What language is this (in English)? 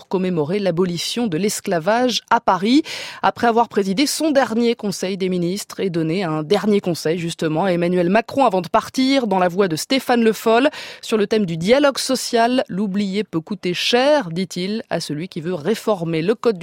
French